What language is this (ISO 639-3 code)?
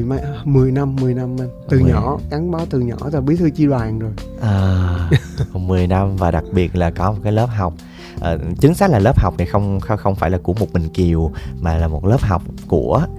vie